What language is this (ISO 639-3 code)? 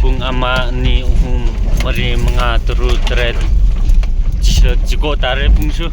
nmf